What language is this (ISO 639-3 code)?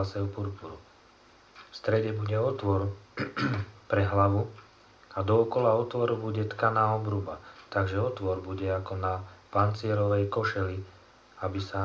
slk